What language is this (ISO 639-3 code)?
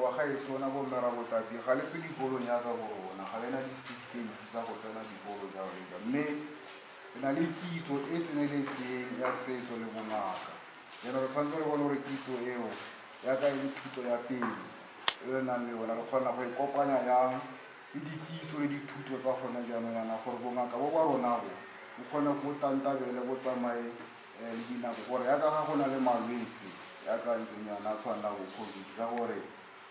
tsn